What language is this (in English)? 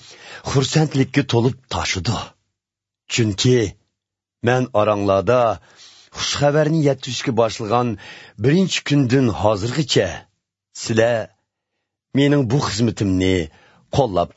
Uyghur